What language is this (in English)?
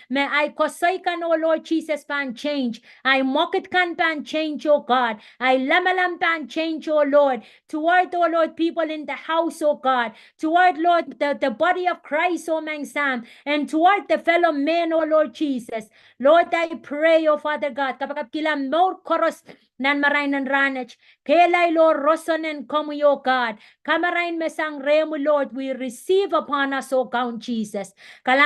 Pohnpeian